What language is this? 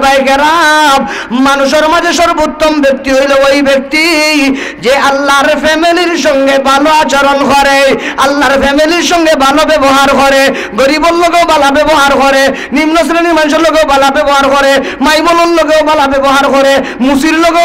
Sylheti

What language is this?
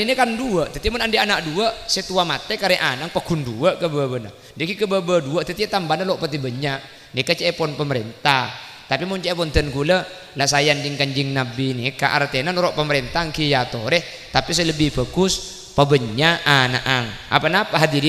Madurese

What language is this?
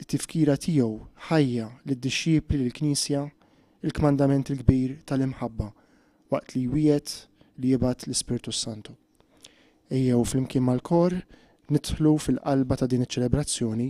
Maltese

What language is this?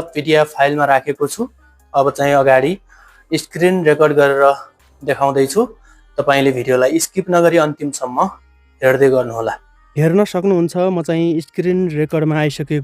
Nepali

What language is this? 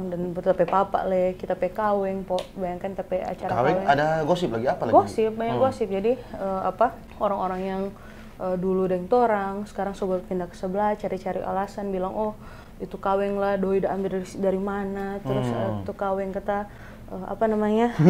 Manado Malay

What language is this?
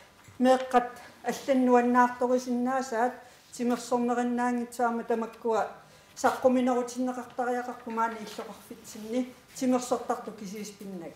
Kalaallisut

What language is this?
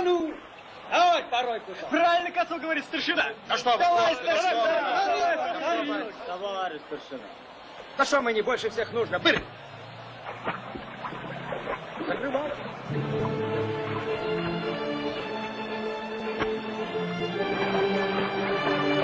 Russian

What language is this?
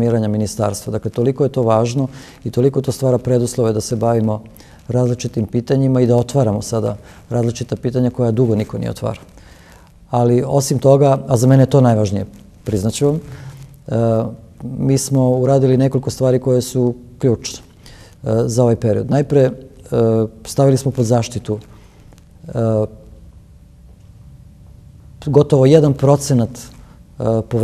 Serbian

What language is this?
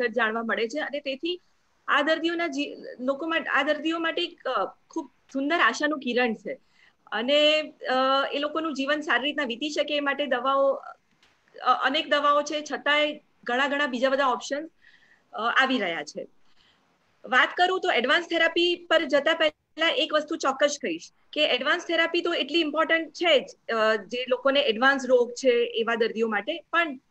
Gujarati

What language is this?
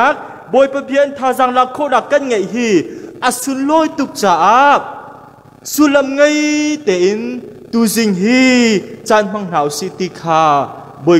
Hakha Chin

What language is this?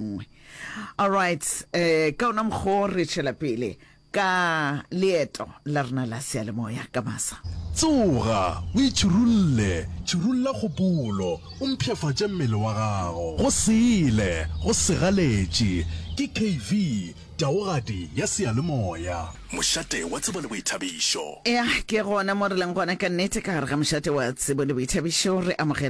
Northern Sotho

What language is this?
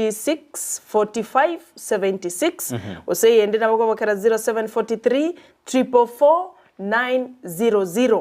Gusii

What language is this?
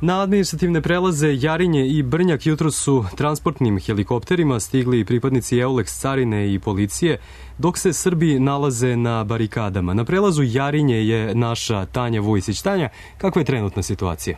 Serbian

